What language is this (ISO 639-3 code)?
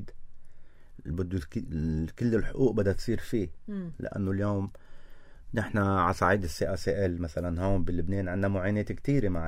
apc